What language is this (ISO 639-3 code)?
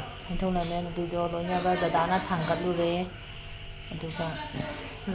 mni